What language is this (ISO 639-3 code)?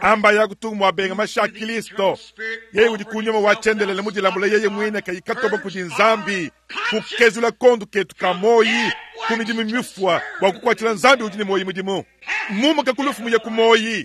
lua